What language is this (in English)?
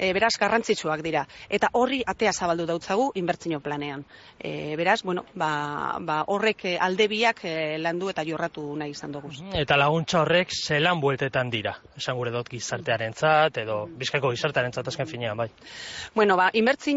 Basque